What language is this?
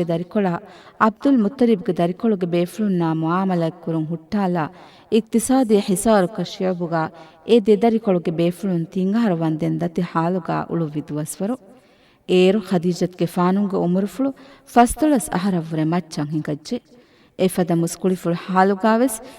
Divehi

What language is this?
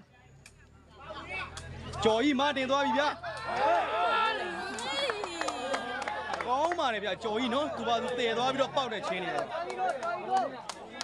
Burmese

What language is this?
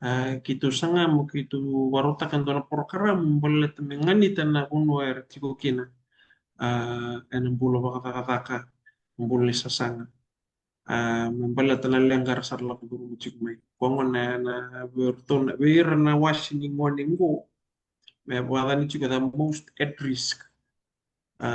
Fijian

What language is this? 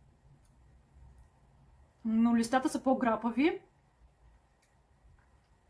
Bulgarian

